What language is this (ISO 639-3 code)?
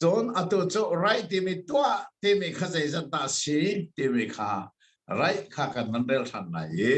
cnh